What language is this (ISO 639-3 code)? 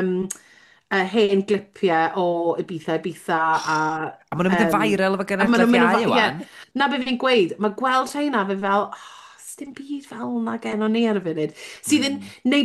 cym